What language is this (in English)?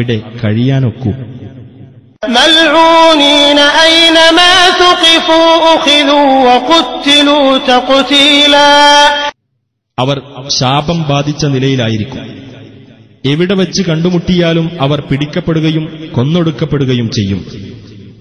Malayalam